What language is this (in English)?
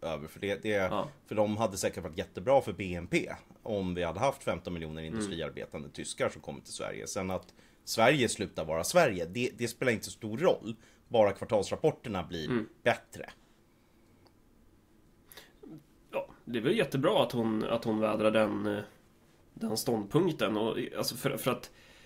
Swedish